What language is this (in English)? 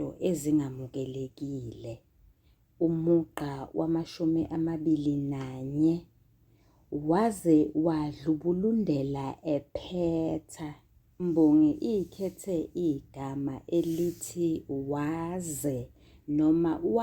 Zulu